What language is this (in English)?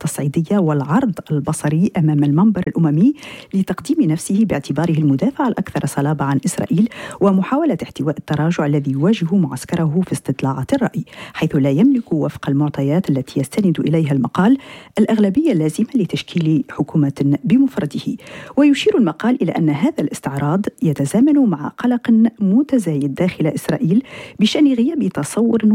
Arabic